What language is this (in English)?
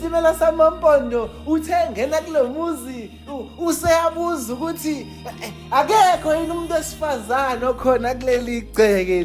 Zulu